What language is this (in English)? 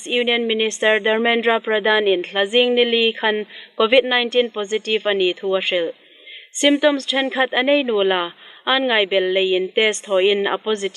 Hmar